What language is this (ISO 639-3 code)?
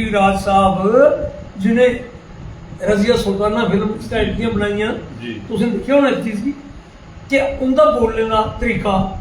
doi